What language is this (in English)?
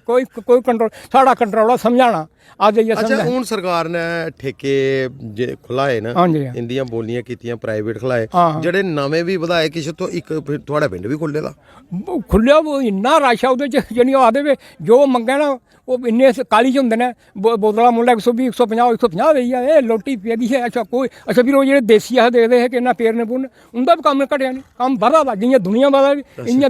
Dogri